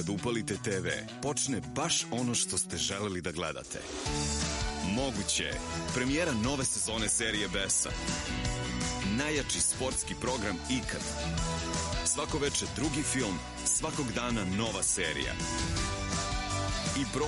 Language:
Serbian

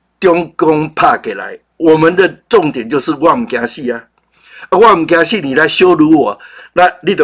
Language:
Chinese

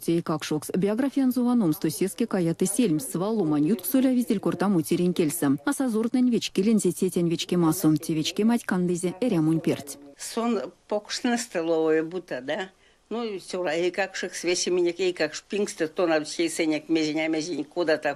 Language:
Erzya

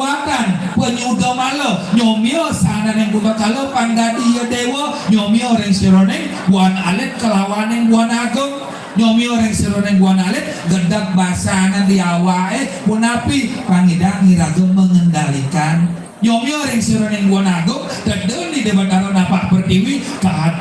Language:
Balinese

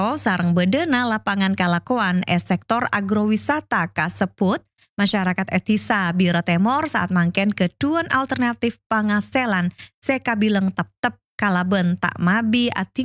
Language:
Madurese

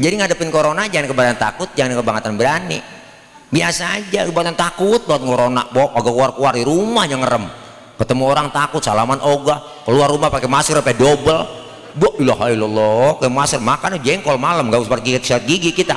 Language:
Betawi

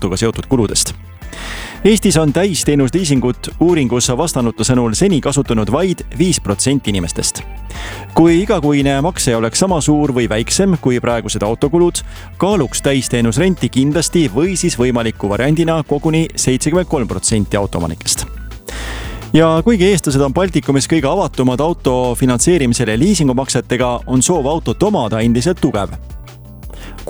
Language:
Estonian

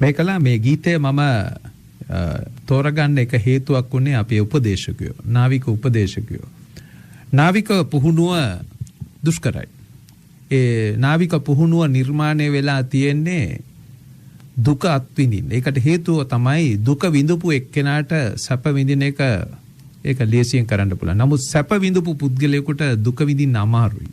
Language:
Sinhala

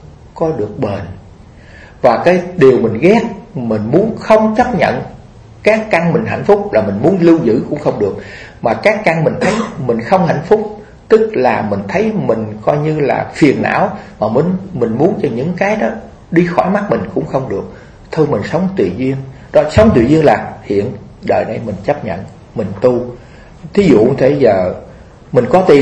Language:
Vietnamese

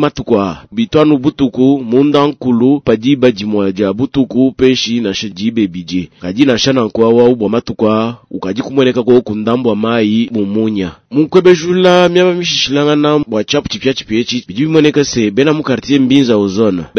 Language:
Luba-Lulua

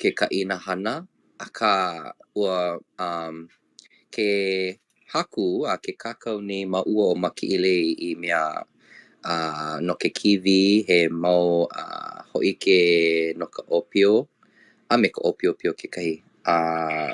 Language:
Hawaiian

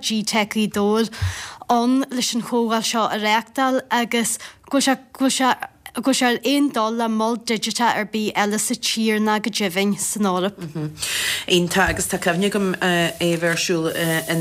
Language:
Irish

